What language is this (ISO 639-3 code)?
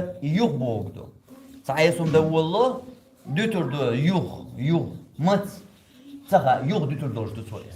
che